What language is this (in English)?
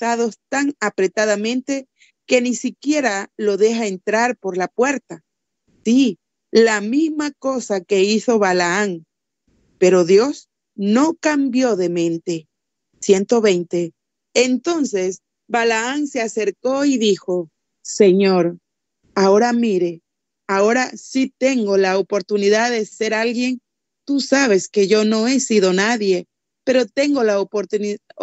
Spanish